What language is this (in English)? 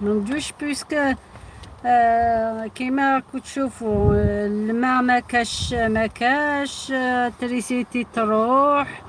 Algerian Arabic